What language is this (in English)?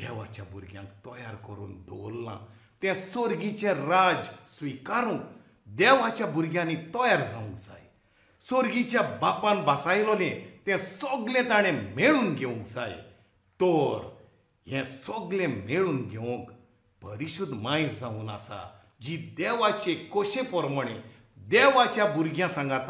Konkani